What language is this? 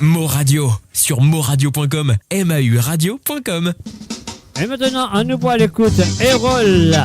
Morisyen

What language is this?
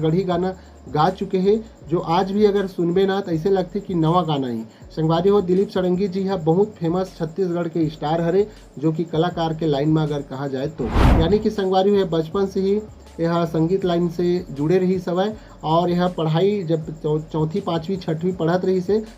Chhattisgarhi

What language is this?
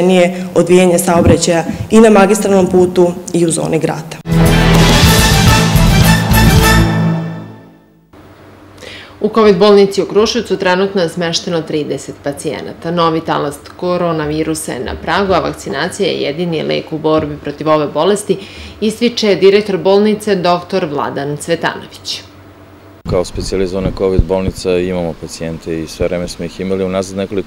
Serbian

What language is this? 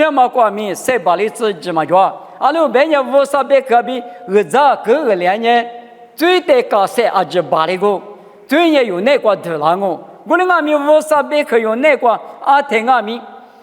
Lisu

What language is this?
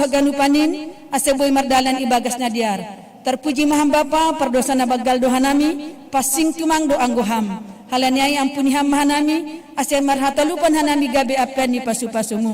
Batak Simalungun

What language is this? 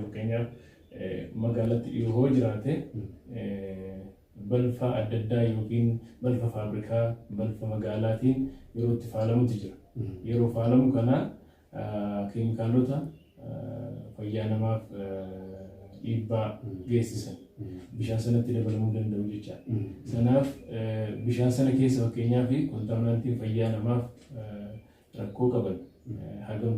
Oromo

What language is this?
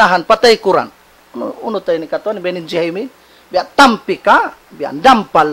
Tausug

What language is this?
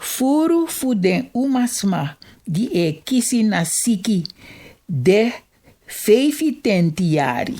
Sranan Tongo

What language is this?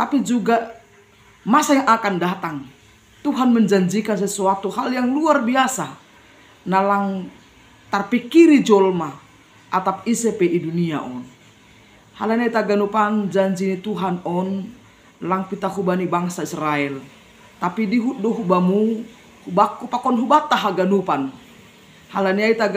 Batak Simalungun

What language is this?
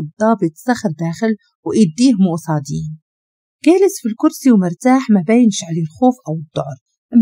Moroccan Arabic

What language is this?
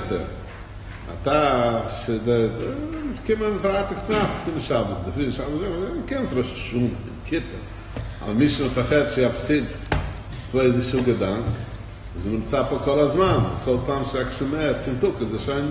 Hebrew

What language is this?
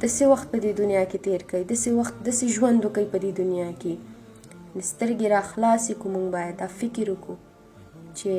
Pashto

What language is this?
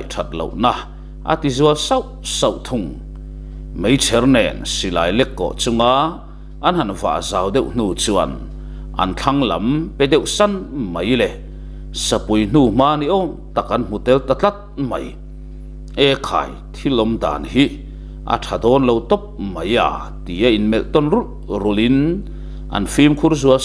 Mizo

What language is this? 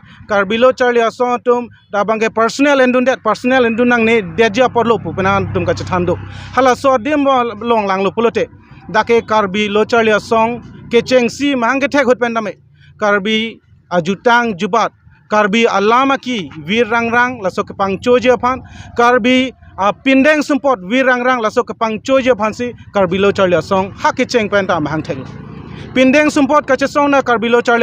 Karbi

